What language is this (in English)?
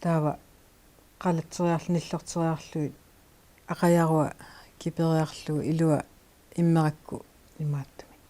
Kalaallisut